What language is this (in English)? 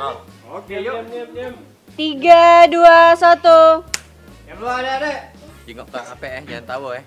Musi